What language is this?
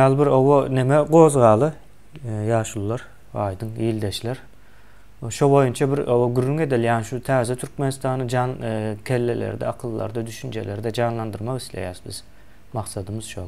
Turkmen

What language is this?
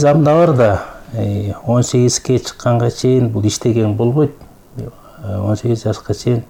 Kyrgyz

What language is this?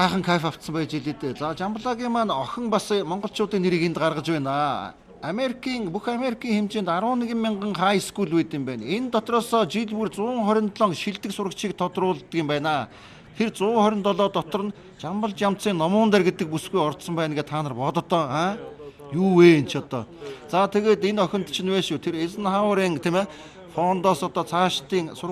Mongolian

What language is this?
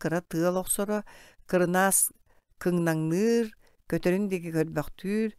Yakut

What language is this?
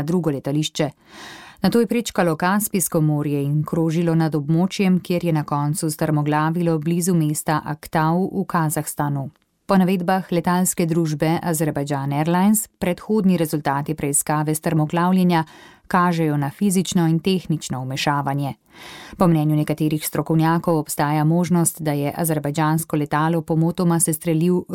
Slovenian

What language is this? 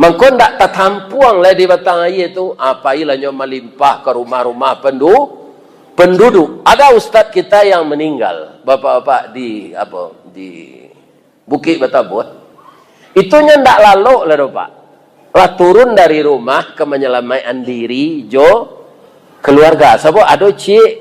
Minangkabau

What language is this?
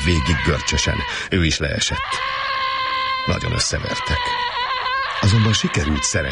Hungarian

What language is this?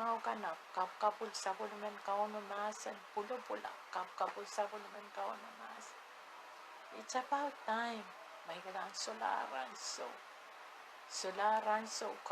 Pohnpeian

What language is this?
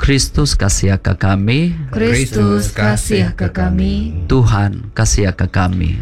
Iban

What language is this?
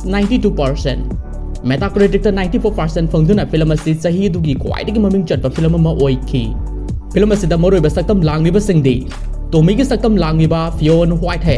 Manipuri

